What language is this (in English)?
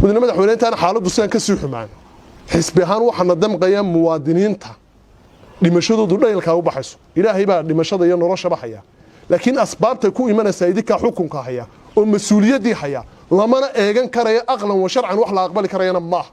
Somali